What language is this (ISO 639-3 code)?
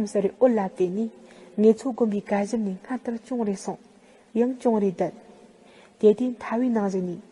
bod